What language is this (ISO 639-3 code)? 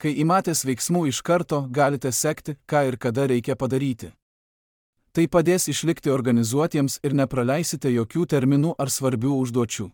lit